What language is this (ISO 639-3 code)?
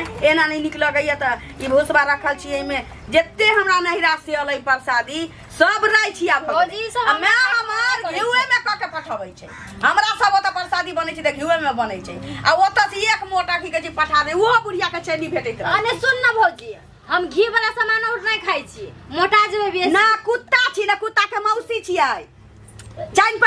mai